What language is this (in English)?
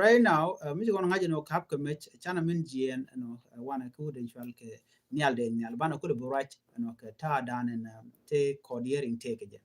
Nuer